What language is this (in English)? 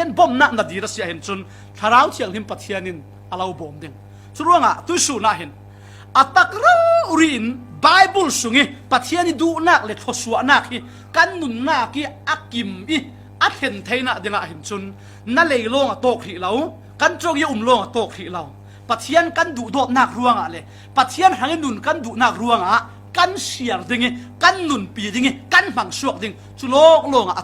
Falam Chin